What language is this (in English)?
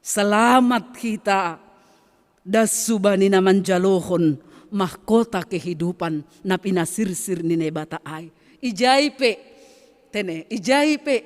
Batak Simalungun